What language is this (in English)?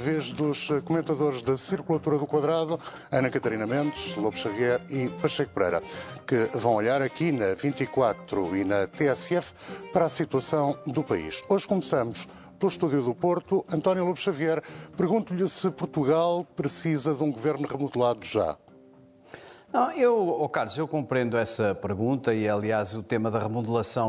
Portuguese